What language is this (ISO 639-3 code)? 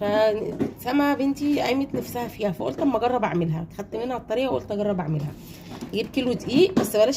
arz